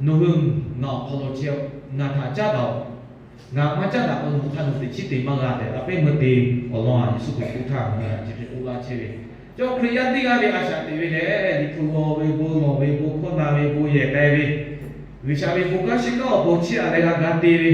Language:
Lahu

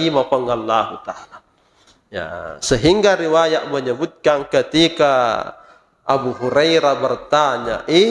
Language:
Buginese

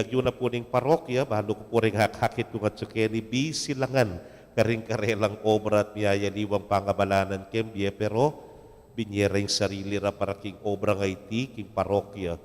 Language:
Pampanga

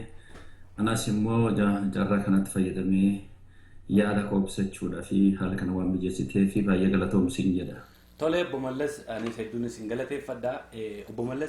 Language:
Oromo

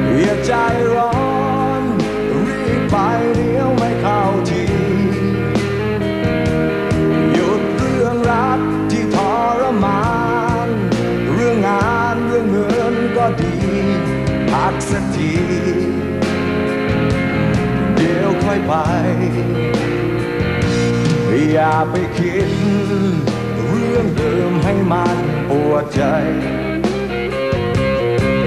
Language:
Thai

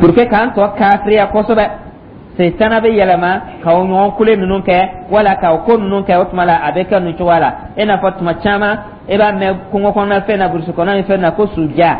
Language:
Dyula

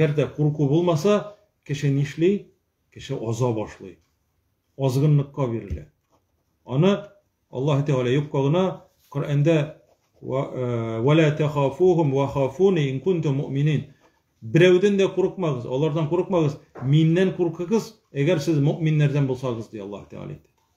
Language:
Tatar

